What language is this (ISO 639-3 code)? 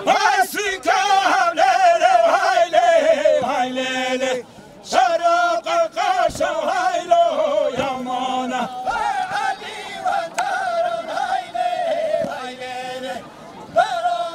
kur